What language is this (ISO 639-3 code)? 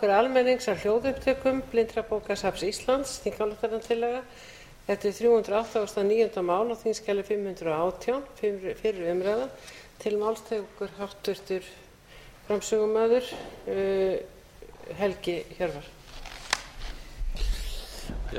isl